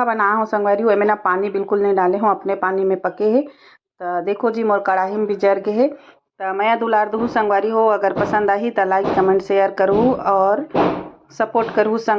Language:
Chhattisgarhi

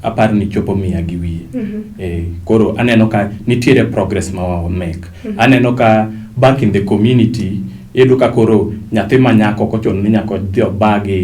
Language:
Luo (Kenya and Tanzania)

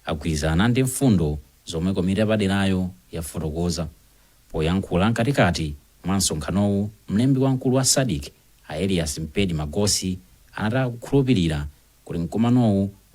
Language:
Nyanja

